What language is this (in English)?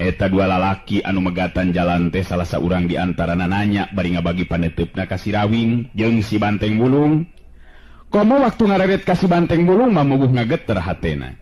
Sundanese